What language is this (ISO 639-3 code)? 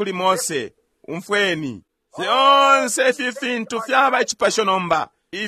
bem